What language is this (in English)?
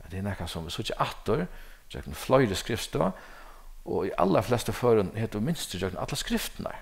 Faroese